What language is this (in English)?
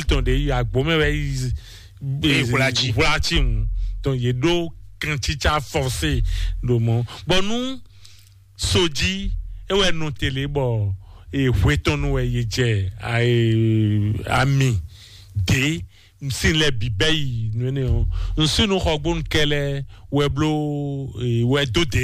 Fon